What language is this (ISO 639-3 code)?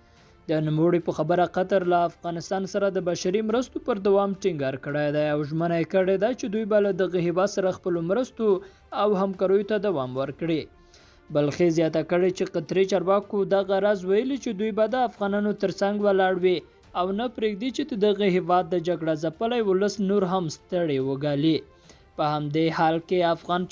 pus